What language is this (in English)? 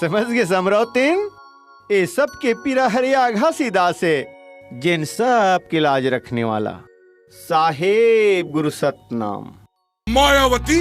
Chhattisgarhi